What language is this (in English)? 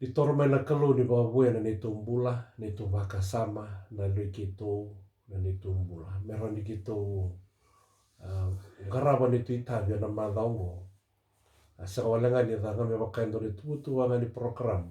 Fijian